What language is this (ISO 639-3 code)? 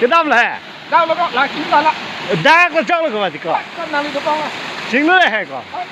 mjw